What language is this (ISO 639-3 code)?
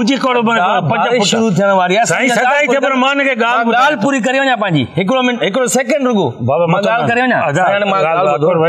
snd